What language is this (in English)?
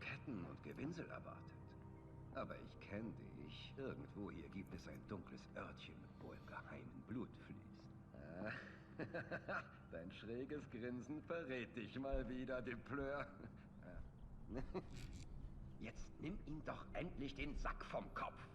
Swiss German